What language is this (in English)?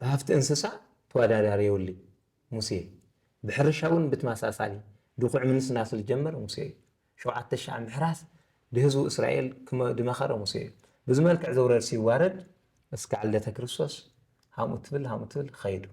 Tigrinya